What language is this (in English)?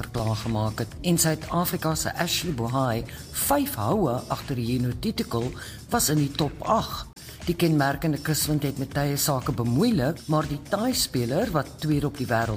Afrikaans